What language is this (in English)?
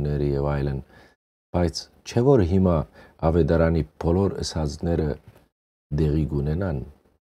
Western Armenian